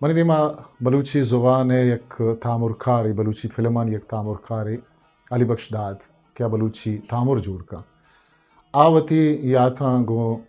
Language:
Eastern Balochi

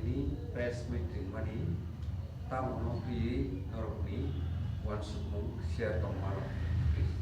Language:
Kok Borok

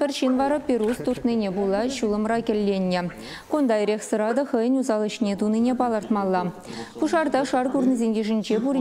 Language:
Chuvash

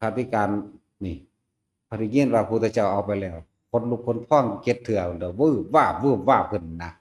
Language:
Northeastern Thai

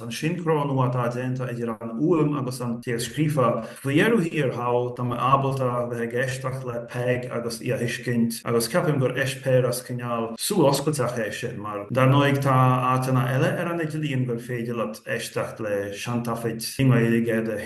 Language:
Irish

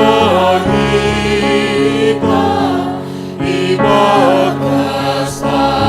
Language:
Batak Simalungun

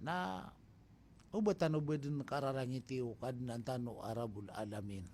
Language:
Maranao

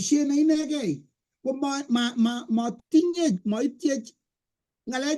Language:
Kalenjin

